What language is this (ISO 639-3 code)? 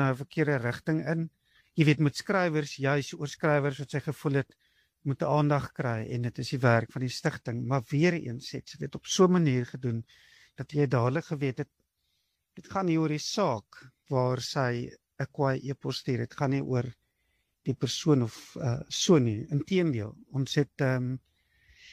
afr